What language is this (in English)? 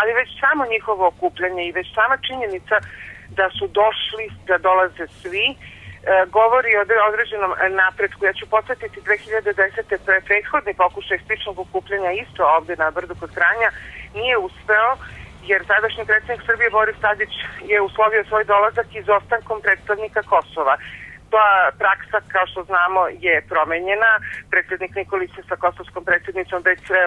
Serbian